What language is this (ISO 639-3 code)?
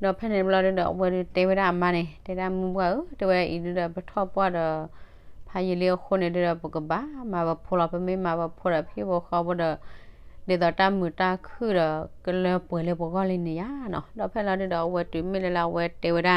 ksw